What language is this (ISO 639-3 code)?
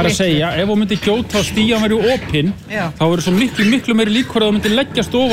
isl